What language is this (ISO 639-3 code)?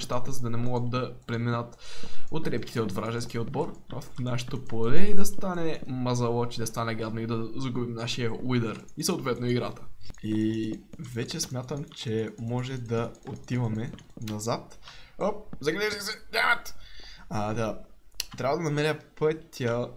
bul